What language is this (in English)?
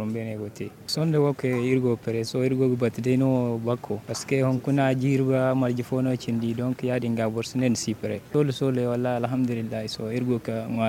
Zarma